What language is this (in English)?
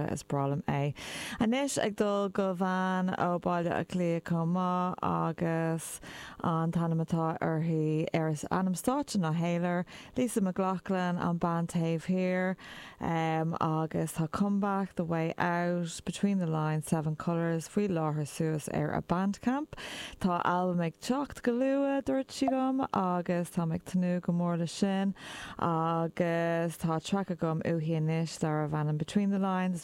Irish